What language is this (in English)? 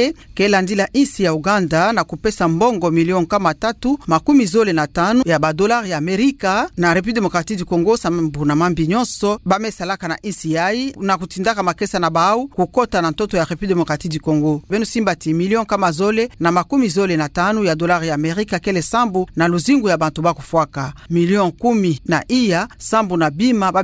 Kituba (Democratic Republic of Congo)